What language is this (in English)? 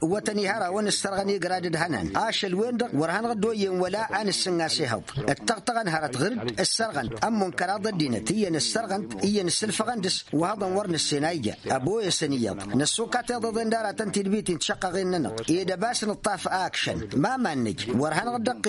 Tamasheq